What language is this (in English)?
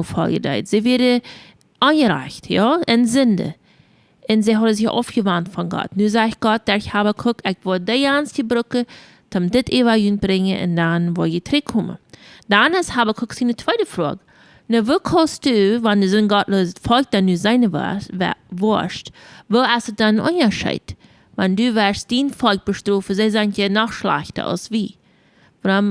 Plautdietsch